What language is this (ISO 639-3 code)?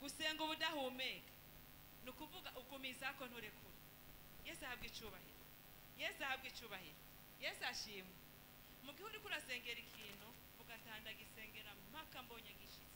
run